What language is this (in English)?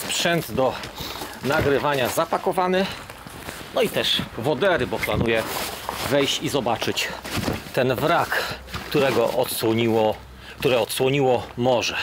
Polish